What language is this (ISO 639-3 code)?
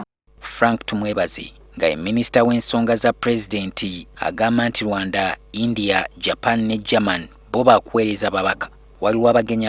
lug